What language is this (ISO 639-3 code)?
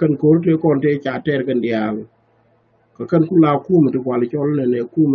nus